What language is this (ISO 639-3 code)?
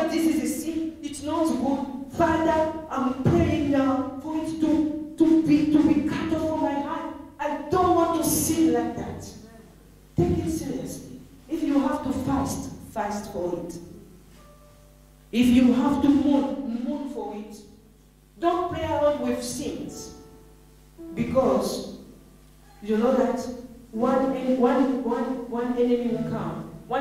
eng